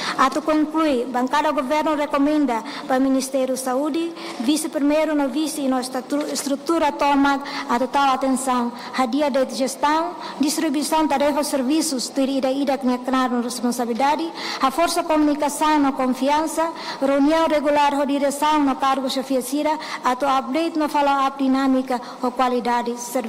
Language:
Tetum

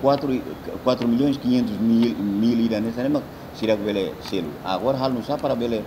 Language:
Tetum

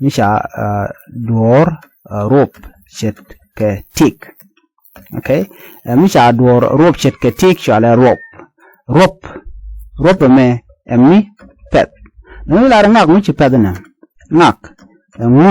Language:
Nuer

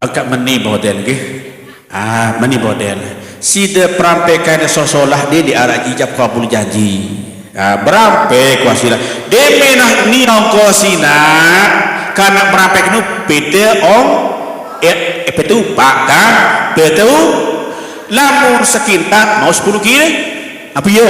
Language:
Sasak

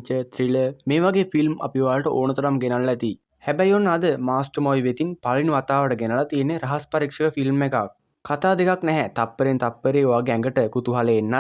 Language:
Sinhala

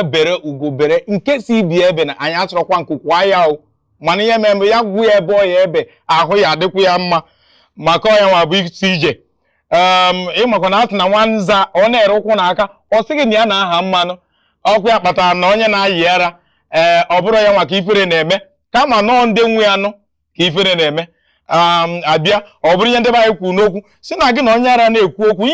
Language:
Igbo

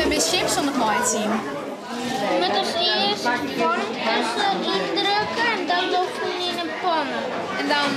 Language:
Western Frisian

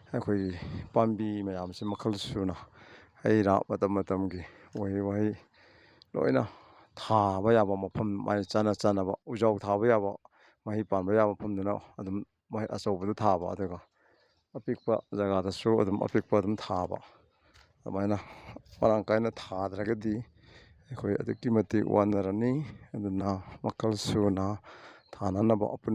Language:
Manipuri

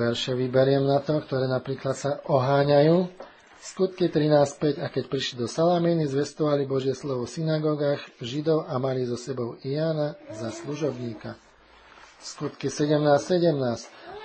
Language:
Slovak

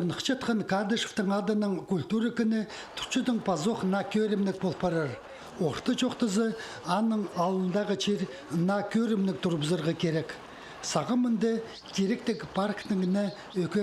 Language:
Khakas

